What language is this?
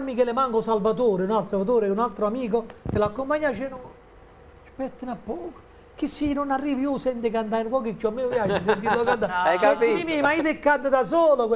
Neapolitan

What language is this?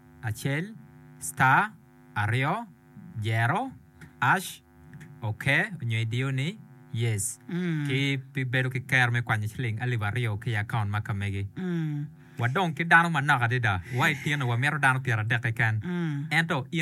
Acoli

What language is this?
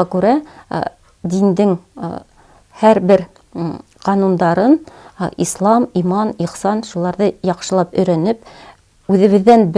Bashkir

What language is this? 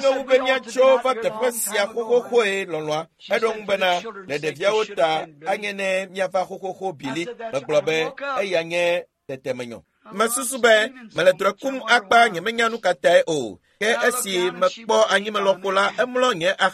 Ewe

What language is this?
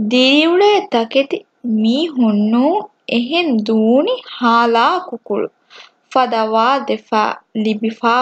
Divehi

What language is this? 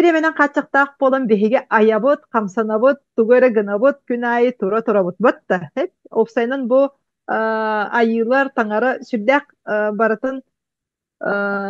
Yakut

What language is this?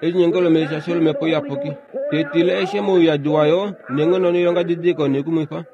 Kuanyama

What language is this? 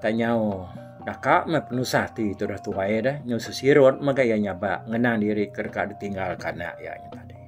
Iban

